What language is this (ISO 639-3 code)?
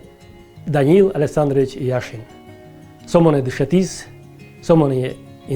udm